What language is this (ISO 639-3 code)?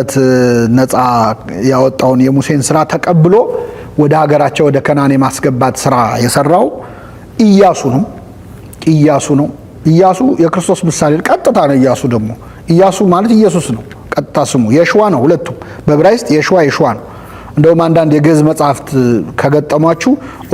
amh